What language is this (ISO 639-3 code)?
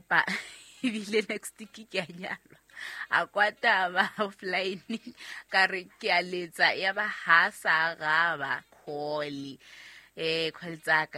sot